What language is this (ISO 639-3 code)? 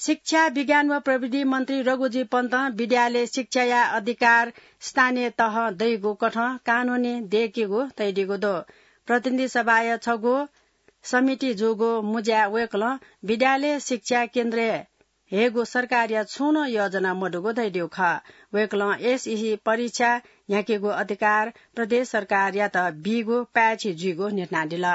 new